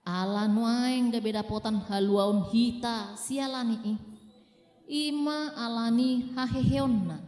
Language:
Batak Toba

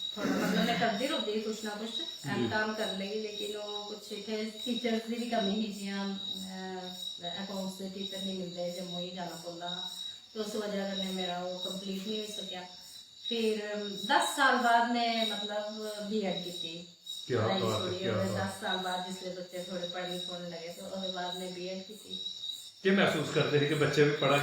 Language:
Dogri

